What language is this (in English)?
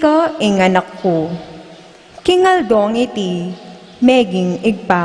Pampanga